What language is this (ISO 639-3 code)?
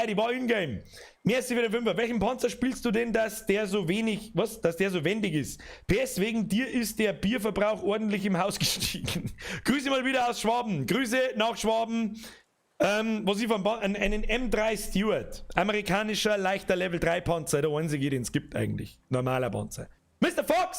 bar